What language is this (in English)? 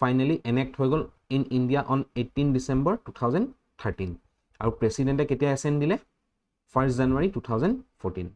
Assamese